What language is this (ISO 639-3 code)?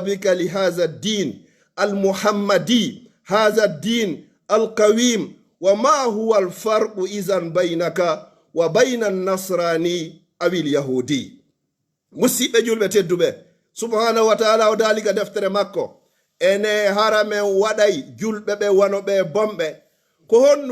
fuf